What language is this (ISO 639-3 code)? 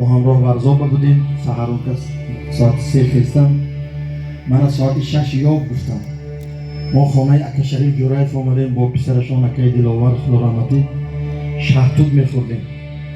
tgk